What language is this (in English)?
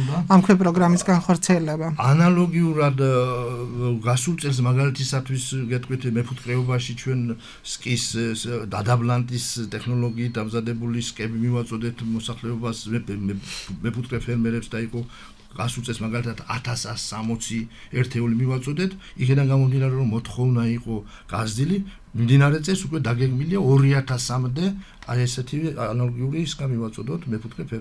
Georgian